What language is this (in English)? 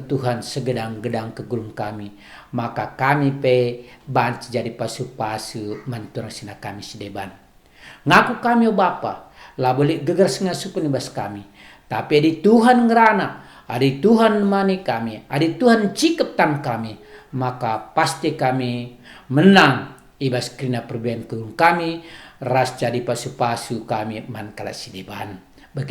Batak Karo